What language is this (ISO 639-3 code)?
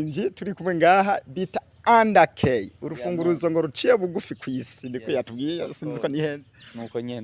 run